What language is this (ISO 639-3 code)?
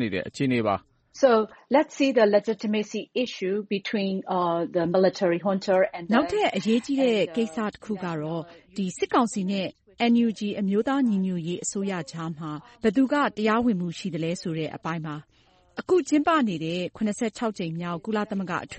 mya